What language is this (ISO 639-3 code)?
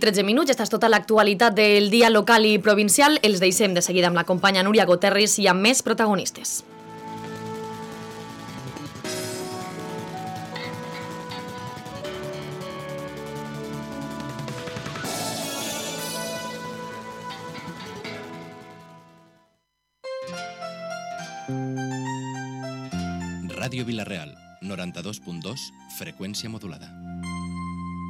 cat